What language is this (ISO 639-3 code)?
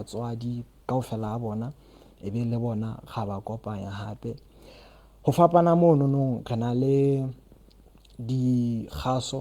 sot